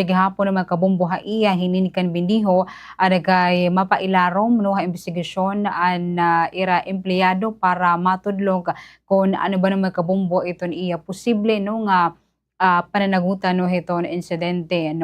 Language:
Waray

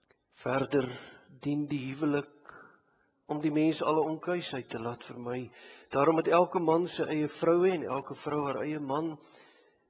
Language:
Afrikaans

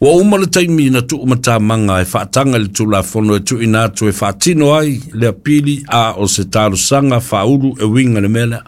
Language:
Samoan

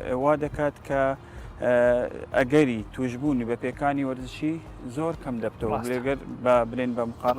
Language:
Central Kurdish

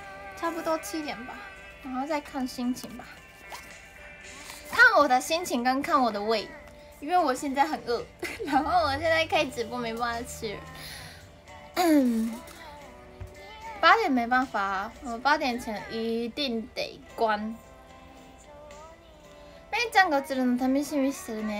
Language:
Chinese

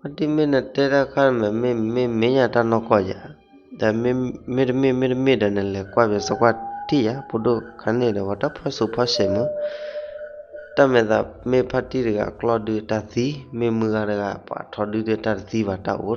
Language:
S'gaw Karen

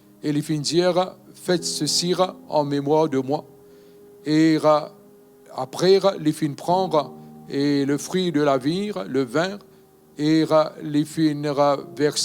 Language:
Morisyen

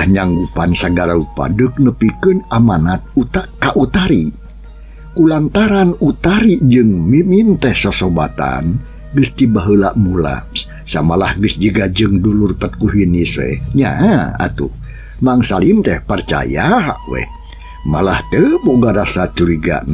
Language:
Sundanese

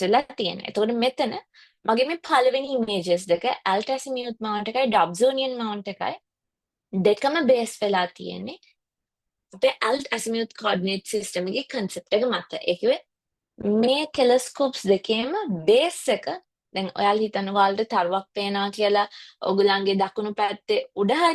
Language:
Sinhala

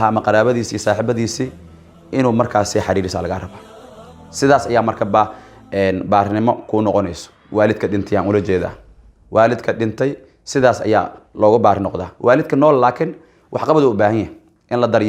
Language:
Somali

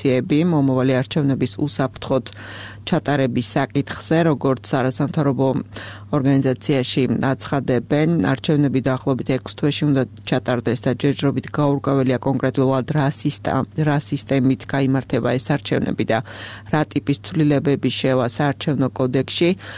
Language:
Georgian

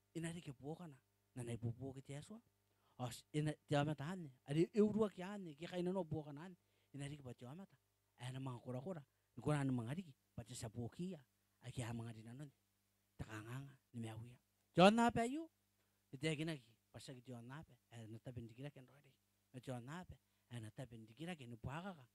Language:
Gilbertese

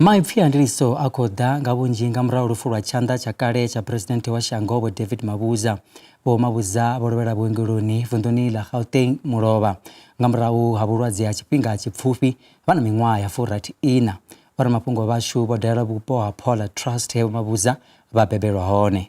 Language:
Venda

